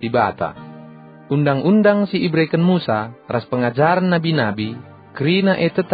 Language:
Batak Karo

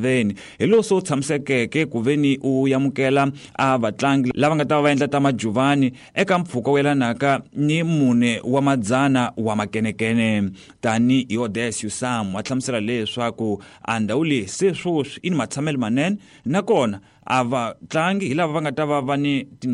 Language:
Tsonga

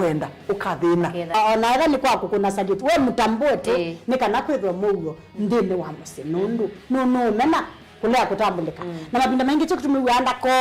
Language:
Kamba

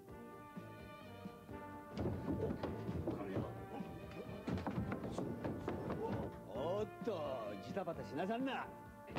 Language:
Japanese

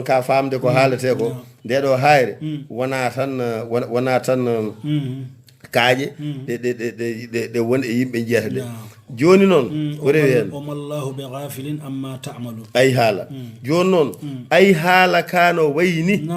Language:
Fula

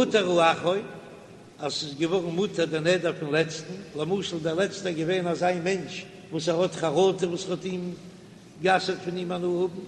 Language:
Yiddish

